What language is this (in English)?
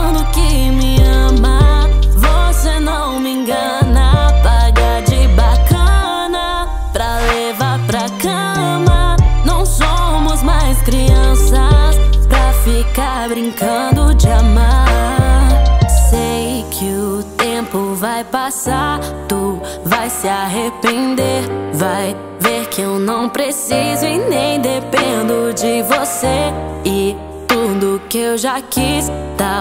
Portuguese